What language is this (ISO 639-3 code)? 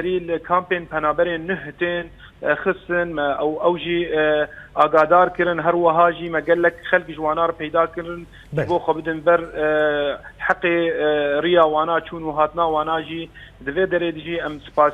kur